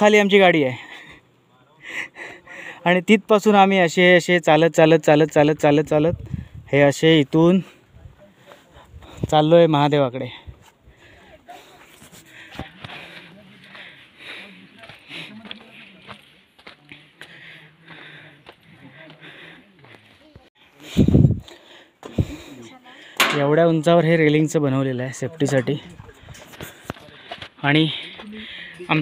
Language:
Marathi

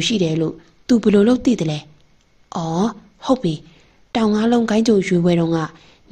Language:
Burmese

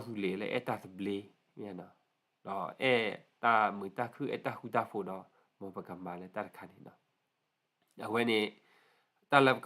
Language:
S'gaw Karen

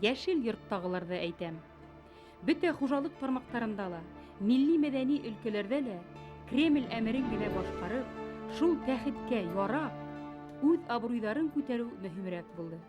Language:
Bashkir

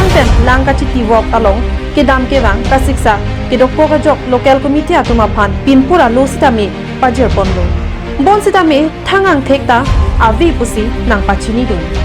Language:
Karbi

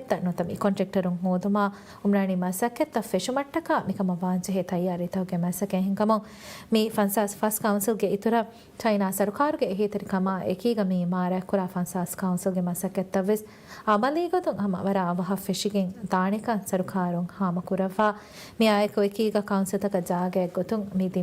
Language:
Divehi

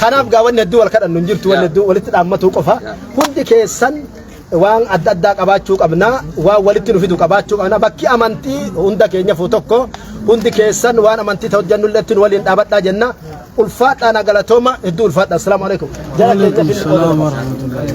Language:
Oromo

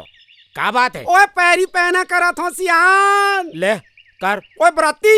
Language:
Chhattisgarhi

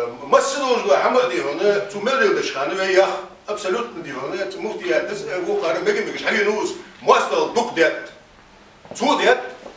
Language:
Ingush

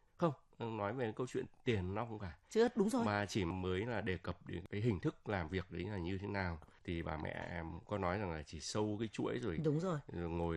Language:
Vietnamese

